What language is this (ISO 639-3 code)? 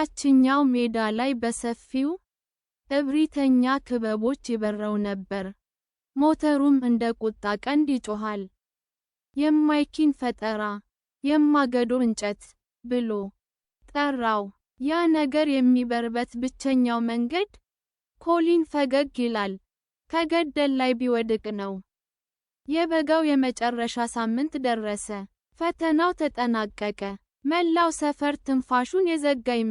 amh